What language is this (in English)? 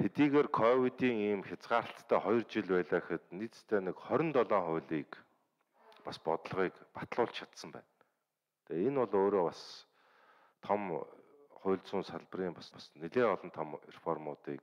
Mongolian